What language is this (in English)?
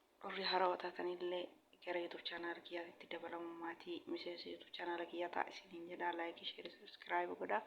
Oromo